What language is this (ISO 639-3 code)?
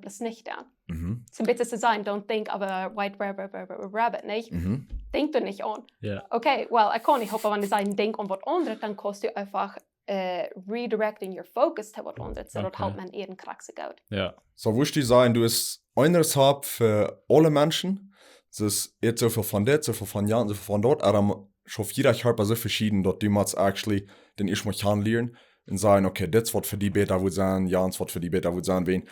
pdt